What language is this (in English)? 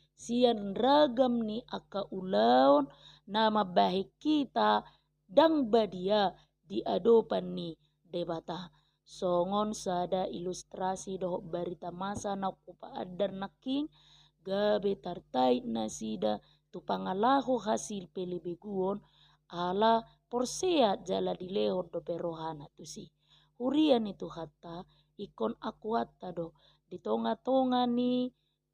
Batak Toba